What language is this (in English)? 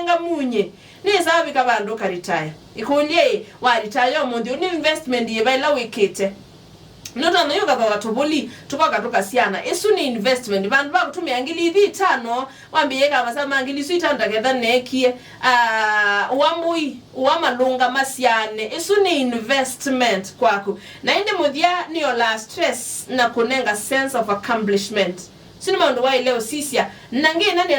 Kamba